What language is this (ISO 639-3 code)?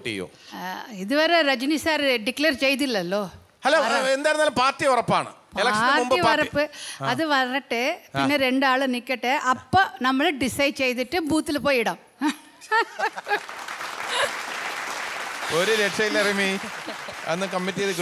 mal